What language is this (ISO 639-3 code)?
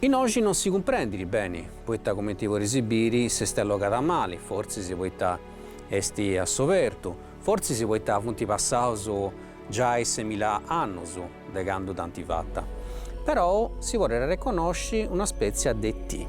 srd